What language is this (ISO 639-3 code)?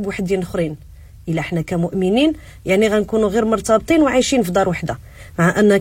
ary